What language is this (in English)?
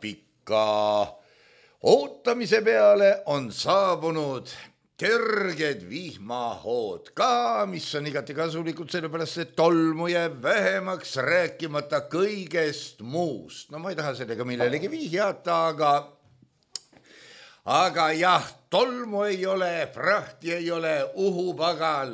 Estonian